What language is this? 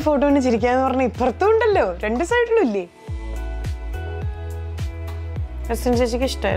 Malayalam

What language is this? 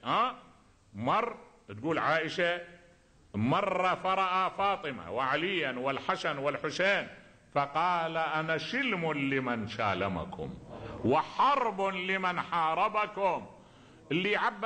Arabic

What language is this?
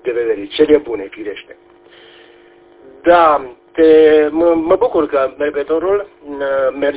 Romanian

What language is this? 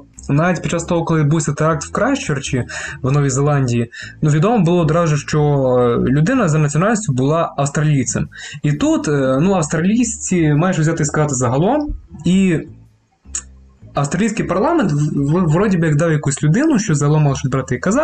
Ukrainian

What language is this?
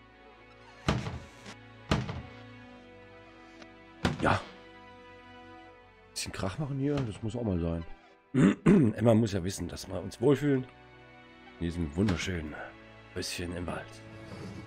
German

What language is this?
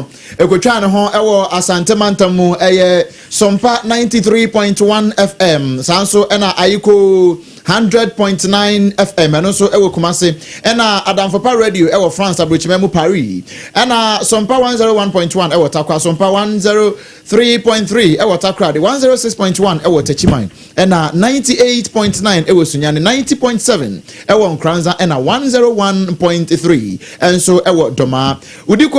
Akan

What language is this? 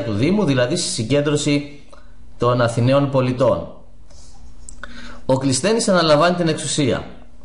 Greek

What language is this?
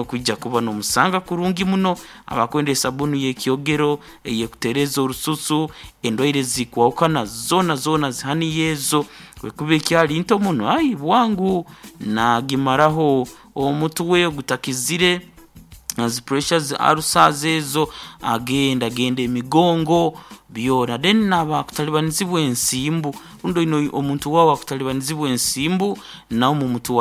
Nyankole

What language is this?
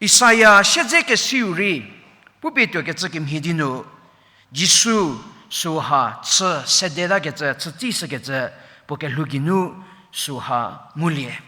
Angami Naga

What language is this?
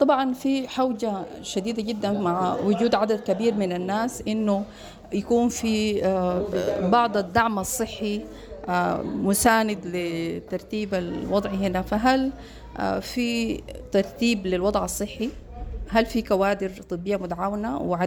Sudanese Arabic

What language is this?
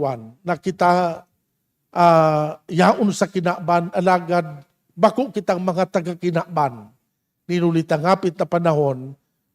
Bikol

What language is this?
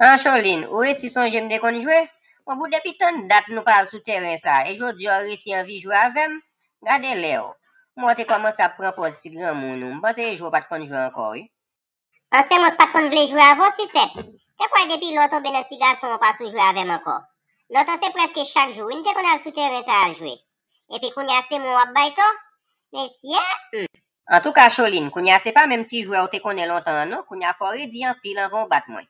Haitian Creole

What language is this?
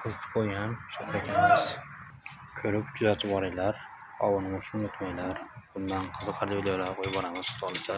Uzbek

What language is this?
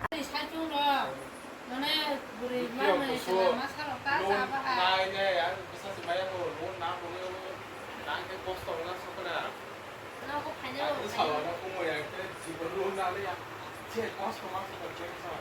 Kok Borok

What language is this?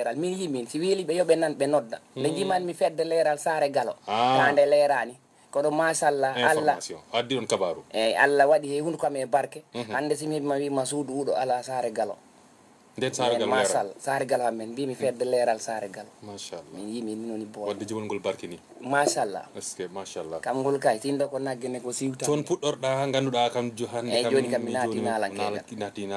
Fula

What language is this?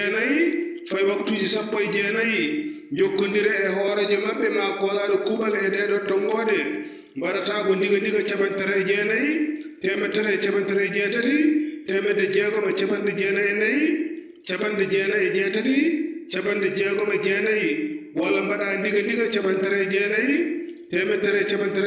Fula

